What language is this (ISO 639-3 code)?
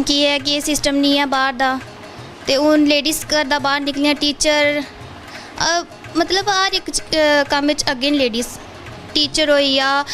doi